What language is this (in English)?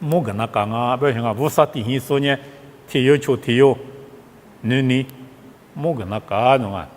Lisu